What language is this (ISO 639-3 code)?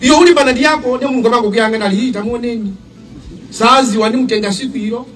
nya